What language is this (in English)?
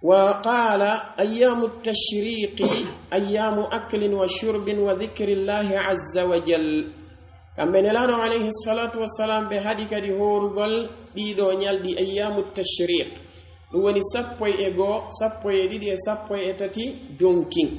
Pular